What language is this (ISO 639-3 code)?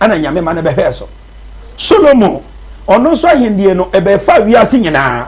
aka